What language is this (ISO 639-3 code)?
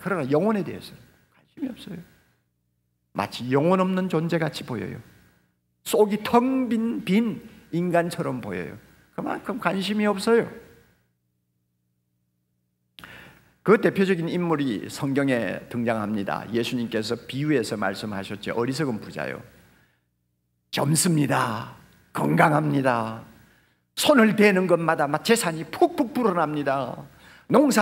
kor